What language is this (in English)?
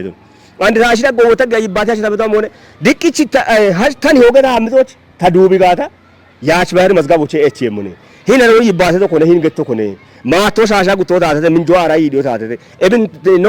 Kafa